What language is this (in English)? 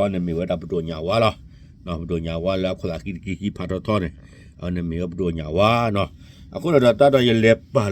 S'gaw Karen